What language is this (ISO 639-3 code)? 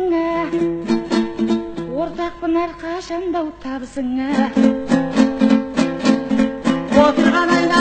kaz